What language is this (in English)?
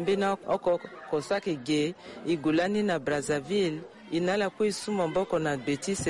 Sango